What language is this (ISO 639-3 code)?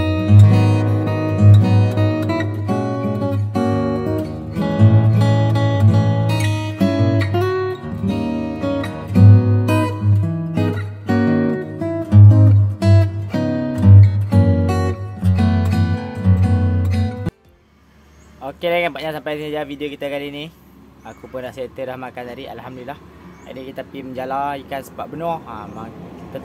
msa